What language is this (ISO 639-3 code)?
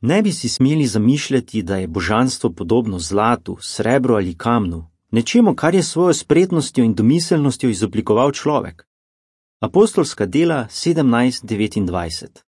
slv